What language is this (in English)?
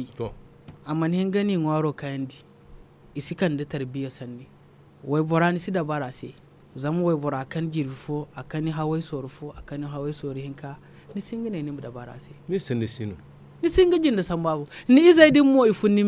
Zarma